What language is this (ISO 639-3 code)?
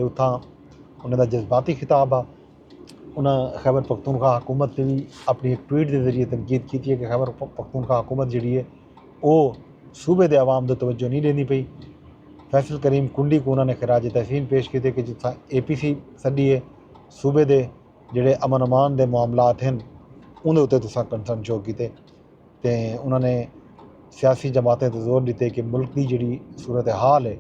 skr